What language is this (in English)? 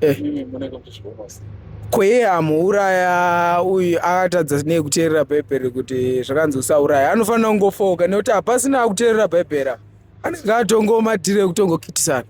Shona